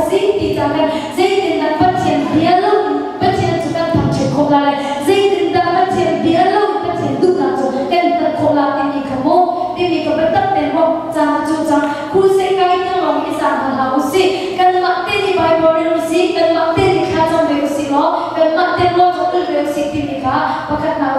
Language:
Hakha Chin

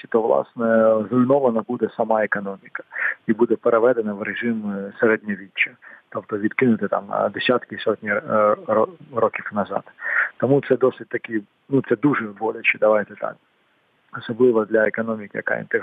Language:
Ukrainian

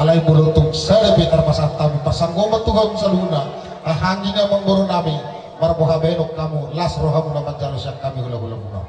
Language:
Batak Toba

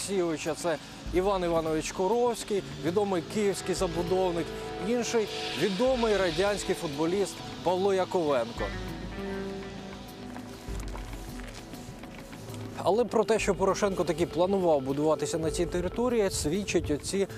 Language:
Ukrainian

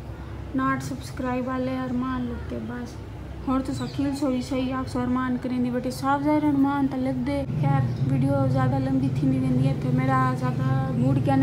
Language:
Saraiki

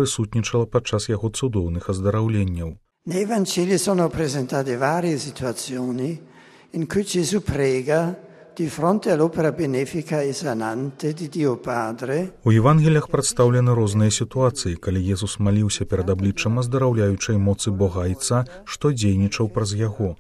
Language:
Belarusian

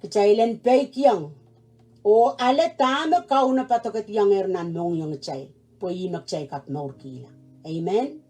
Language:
Pohnpeian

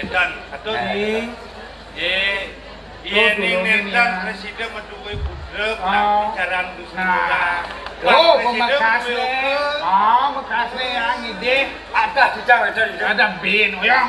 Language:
Balinese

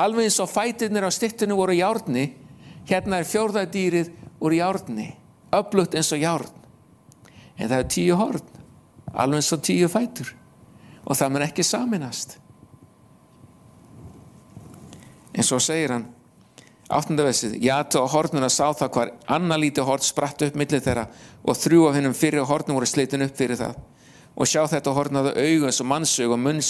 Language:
Icelandic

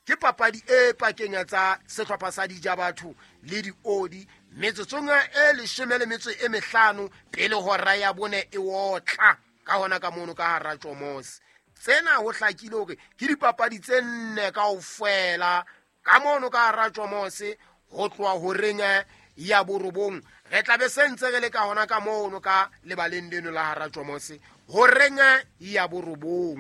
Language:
Southern Sotho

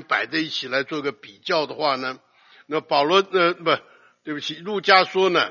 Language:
Chinese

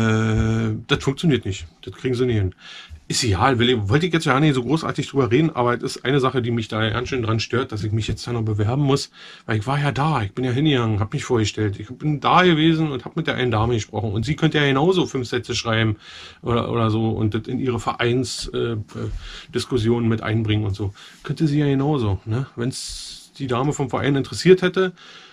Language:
German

